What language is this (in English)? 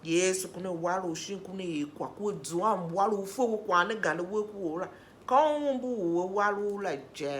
Tiv